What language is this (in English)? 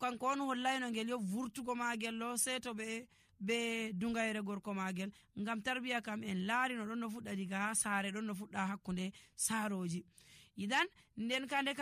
Nigerian Fulfulde